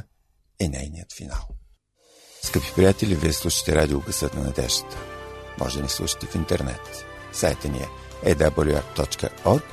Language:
Bulgarian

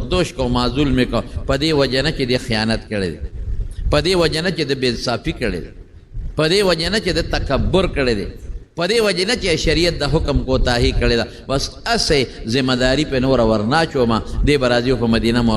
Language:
Pashto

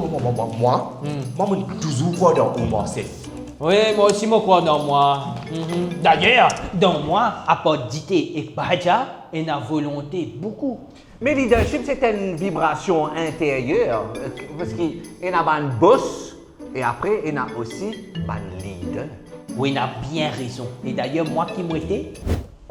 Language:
Morisyen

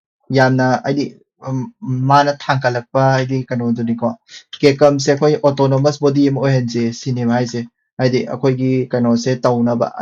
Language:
Manipuri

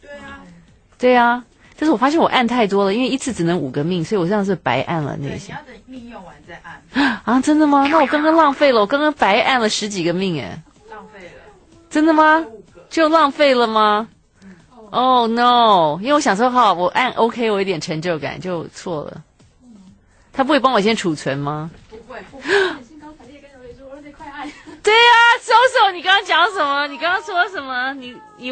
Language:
Chinese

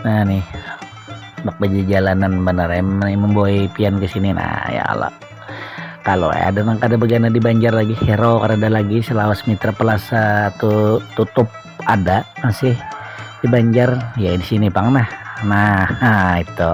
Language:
Banjar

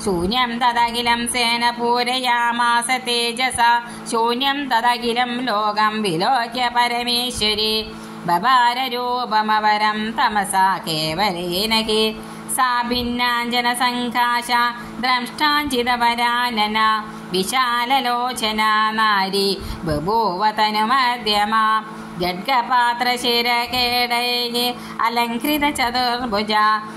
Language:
Sanskrit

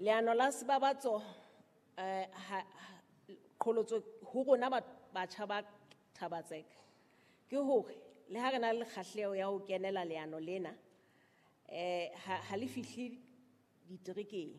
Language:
Southern Sotho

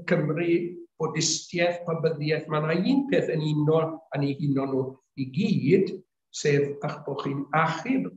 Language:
Welsh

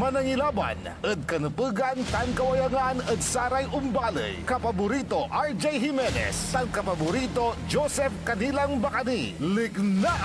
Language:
Pangasinan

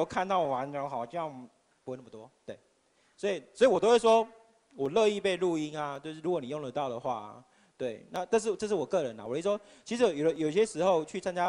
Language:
Chinese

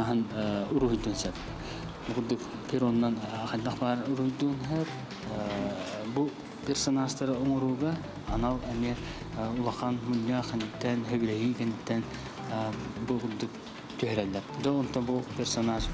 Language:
Yakut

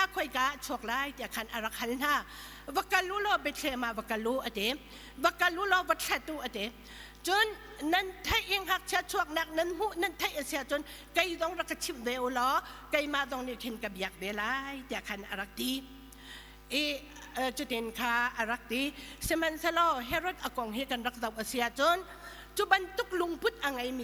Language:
Hakha Chin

